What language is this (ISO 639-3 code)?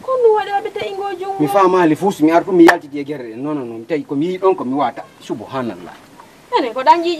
ful